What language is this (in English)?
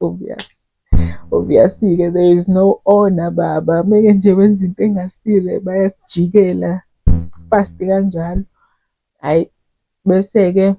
Zulu